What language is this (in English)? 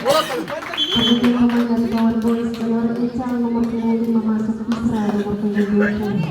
Ambonese Malay